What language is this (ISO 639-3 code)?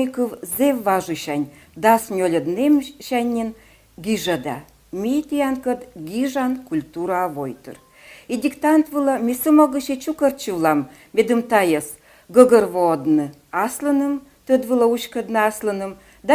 kom